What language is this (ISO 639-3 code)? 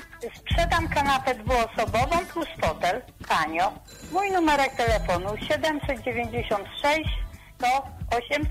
pol